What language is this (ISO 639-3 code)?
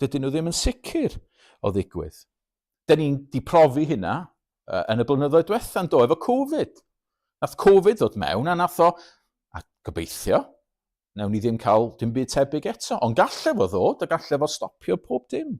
cym